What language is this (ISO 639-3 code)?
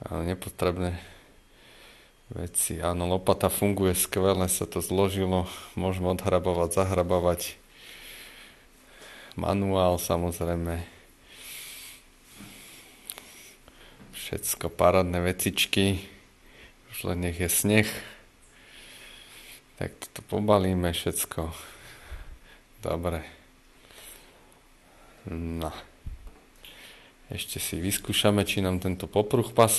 slk